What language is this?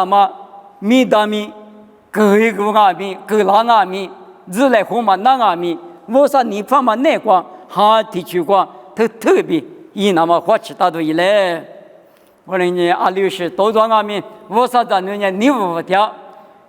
Lisu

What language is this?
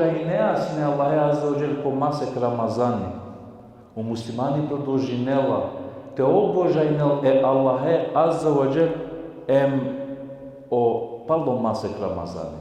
Balkan Romani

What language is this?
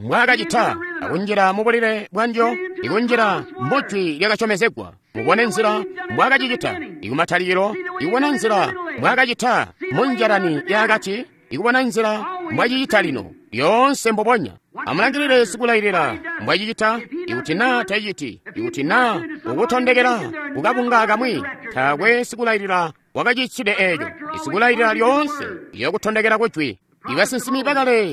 Tonga (Zambia)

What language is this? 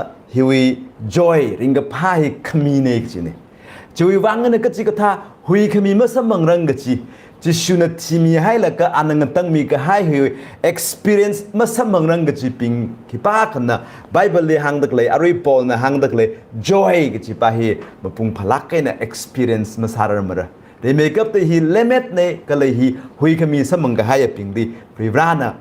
Tangkhul Naga (India)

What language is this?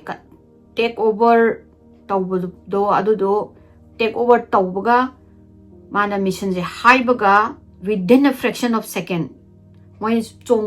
Manipuri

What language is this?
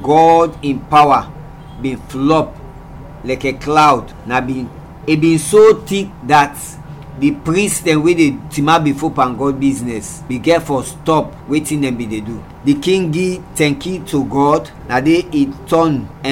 Krio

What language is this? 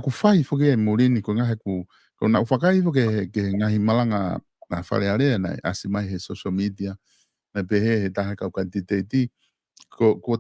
Tongan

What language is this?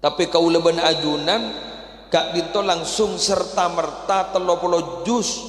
Madurese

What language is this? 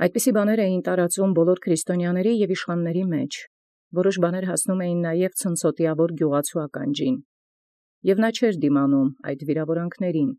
Armenian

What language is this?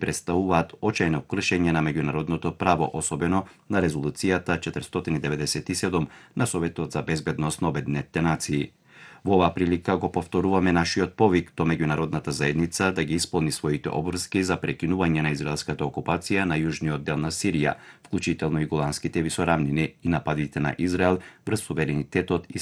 Macedonian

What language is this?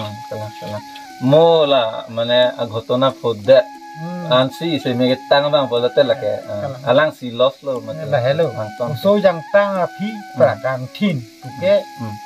Karbi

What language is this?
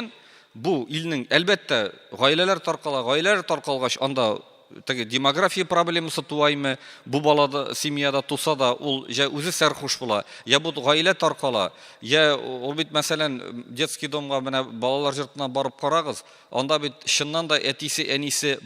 Tatar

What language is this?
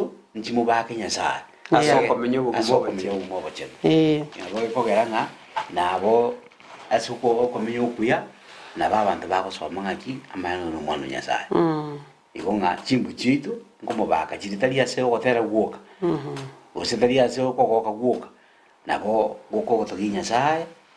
Gusii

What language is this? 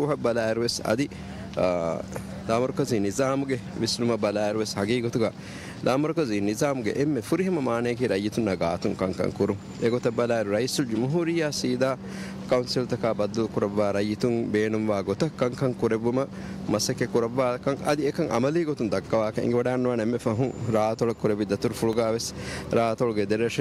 Divehi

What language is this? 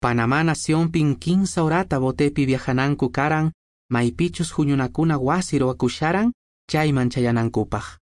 Quechua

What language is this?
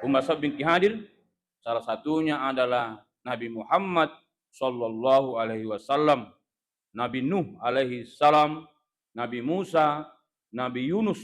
Buginese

